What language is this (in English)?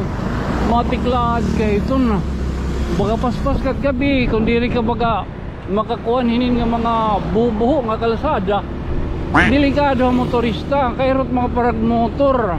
Waray